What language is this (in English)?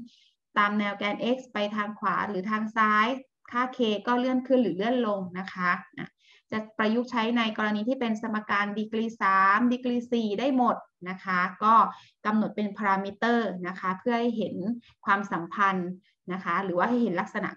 Thai